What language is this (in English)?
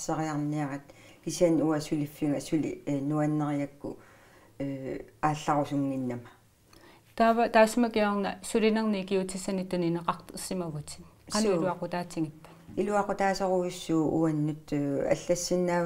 Kalaallisut